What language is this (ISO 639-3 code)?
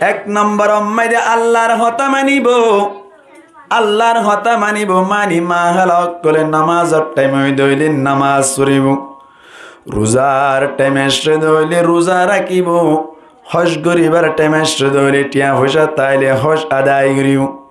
rhg